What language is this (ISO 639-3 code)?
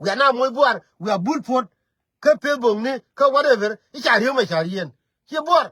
nus